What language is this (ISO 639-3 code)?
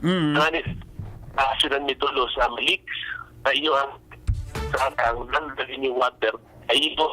bik